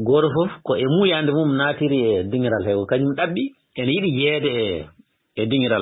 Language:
Fula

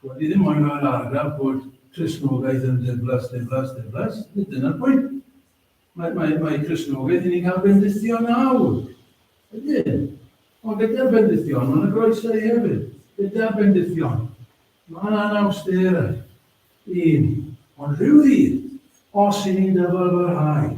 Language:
Welsh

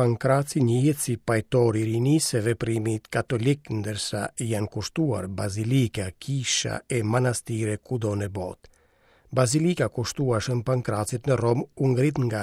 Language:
Albanian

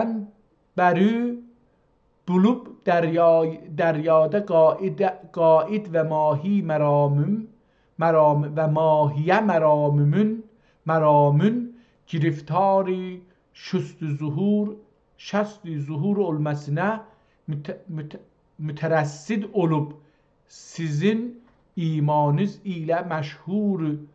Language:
South Azerbaijani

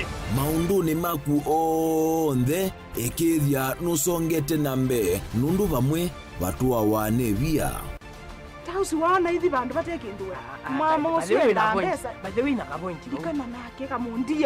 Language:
Kamba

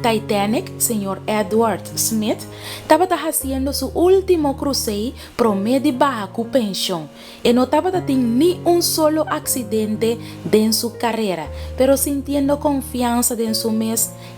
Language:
Papiamento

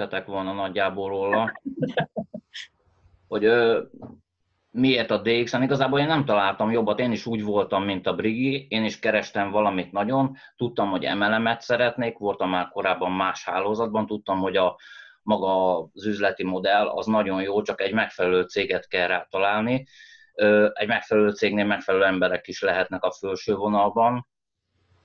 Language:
Hungarian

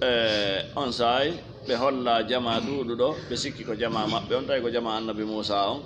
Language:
Fula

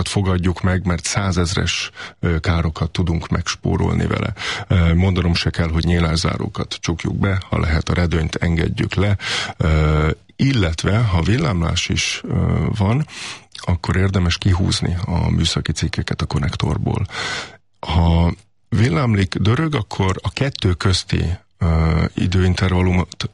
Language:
Hungarian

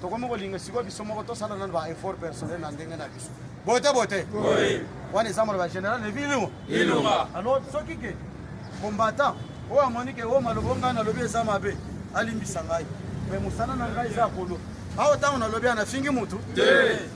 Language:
Lingala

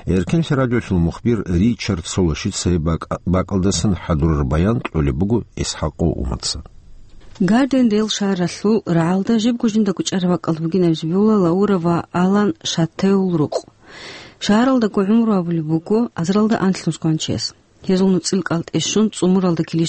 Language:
Avaric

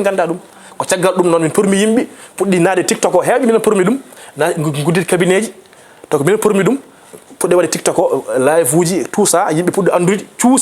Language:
Fula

